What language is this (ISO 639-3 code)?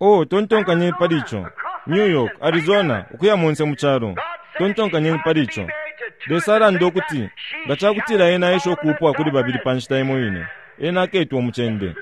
bem